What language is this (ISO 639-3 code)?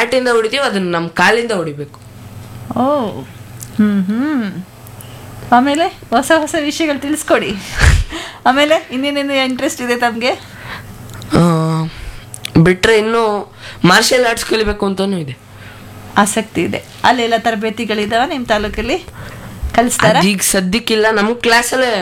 kan